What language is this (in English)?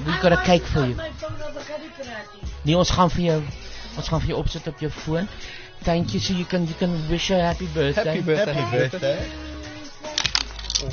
Afrikaans